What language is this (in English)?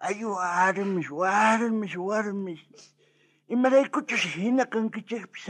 South Bolivian Quechua